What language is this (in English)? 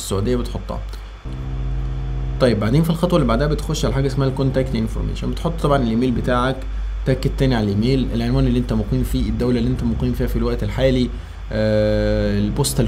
Egyptian Arabic